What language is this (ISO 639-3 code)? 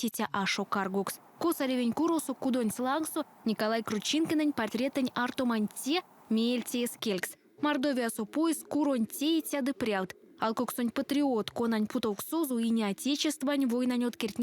myv